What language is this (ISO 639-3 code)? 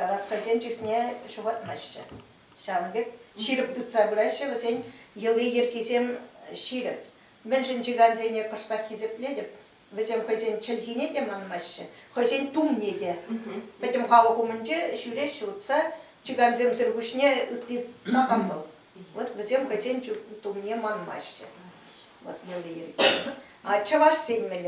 chv